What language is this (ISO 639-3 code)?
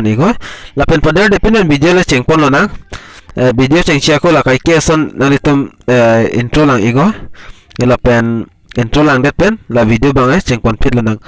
mjw